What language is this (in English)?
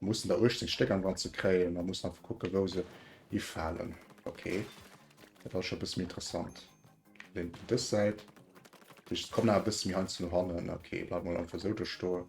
Luxembourgish